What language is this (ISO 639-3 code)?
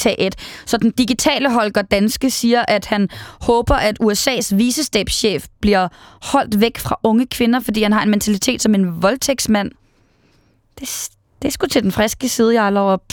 dan